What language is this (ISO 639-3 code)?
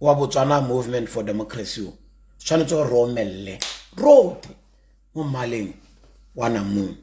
tsn